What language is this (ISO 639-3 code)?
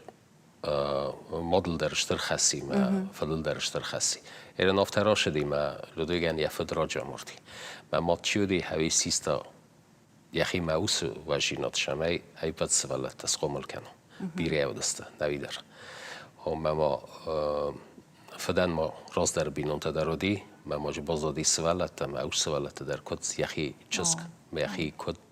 oss